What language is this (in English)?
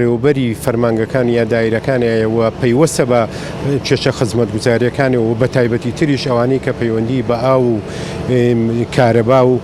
Central Kurdish